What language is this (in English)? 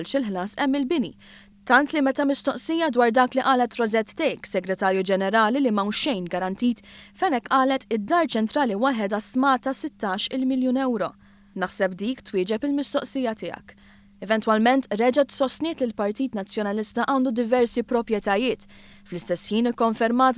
Maltese